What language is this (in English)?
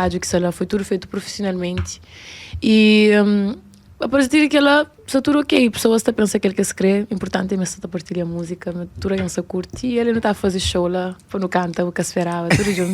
Kabuverdianu